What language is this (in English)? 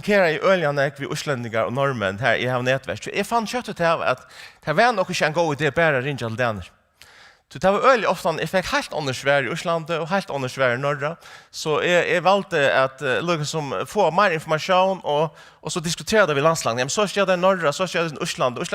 Faroese